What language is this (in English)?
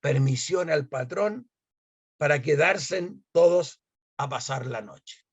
Ladino